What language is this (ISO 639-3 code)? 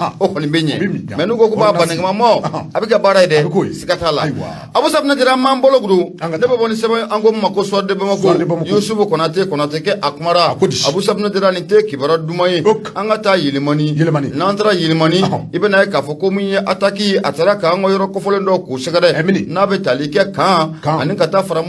bam